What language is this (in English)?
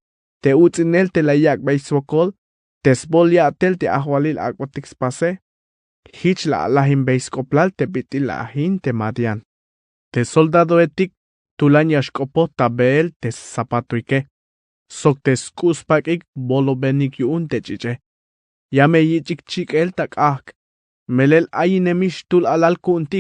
Tzeltal